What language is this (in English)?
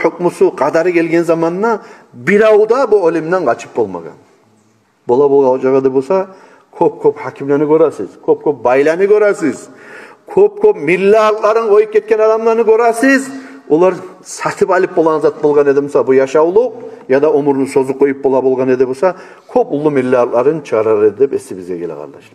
Kumyk